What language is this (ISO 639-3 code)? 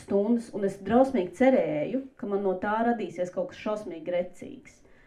lav